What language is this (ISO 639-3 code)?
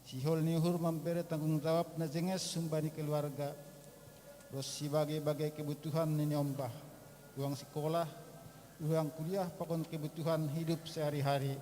bts